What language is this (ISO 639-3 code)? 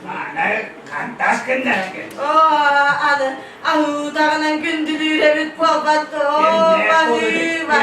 sah